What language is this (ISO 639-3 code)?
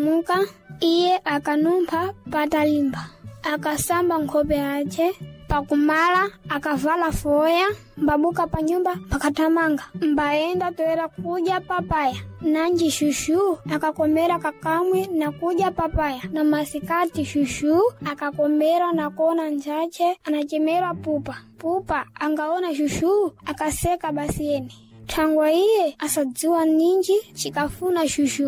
seh